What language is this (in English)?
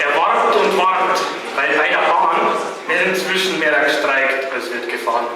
Bavarian